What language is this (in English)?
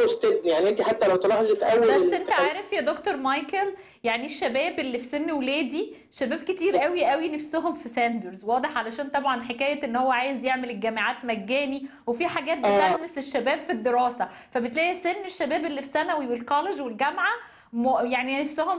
Egyptian Arabic